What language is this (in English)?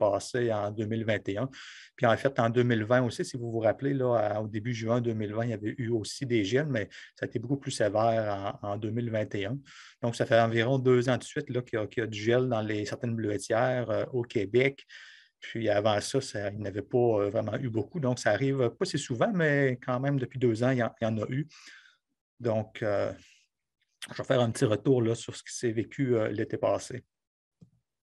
French